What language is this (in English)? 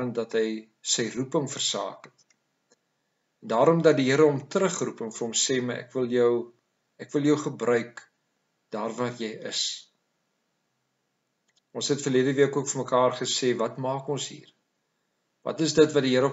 Afrikaans